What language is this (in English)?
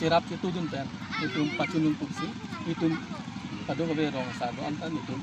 Karbi